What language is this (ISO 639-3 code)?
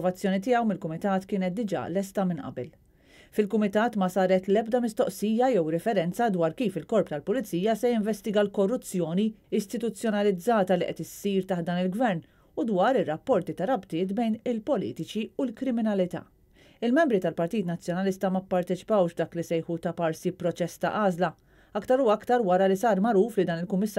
mlt